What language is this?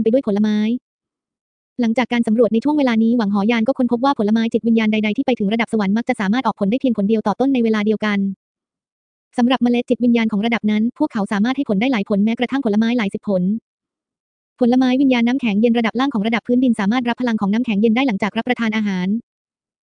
Thai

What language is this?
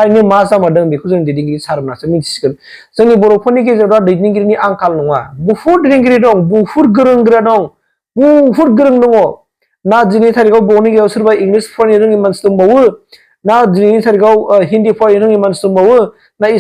Bodo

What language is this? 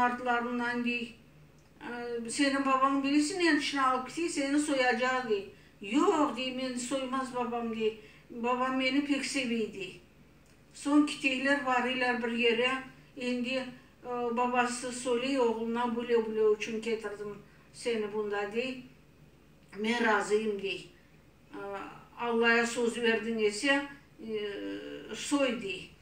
Crimean Tatar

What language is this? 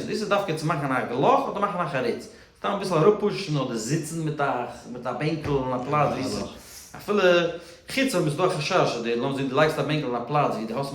Yiddish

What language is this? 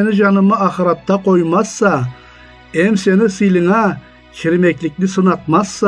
Karachay-Balkar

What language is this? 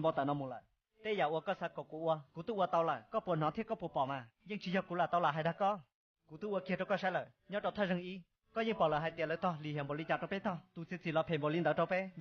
Hmong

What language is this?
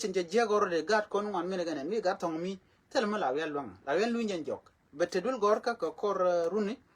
Nuer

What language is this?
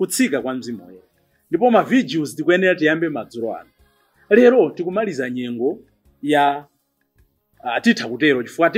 Nyanja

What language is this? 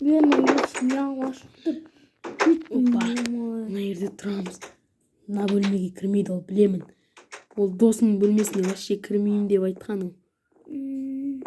Kazakh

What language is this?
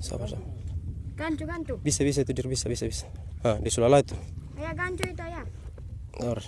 Ambonese Malay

